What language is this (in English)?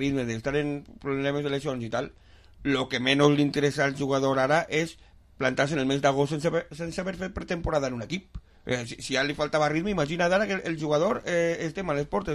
Catalan